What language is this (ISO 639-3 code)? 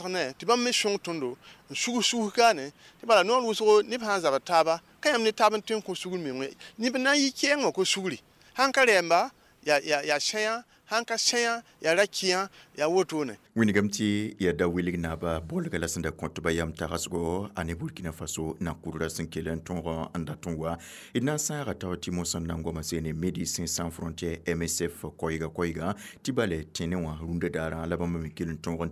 mos